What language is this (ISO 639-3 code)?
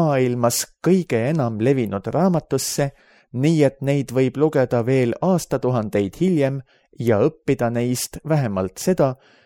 est